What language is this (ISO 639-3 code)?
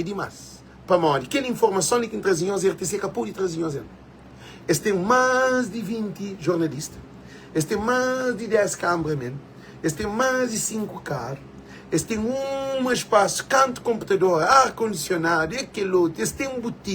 kea